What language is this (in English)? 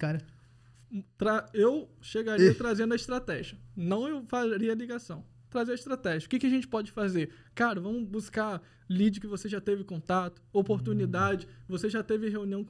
Portuguese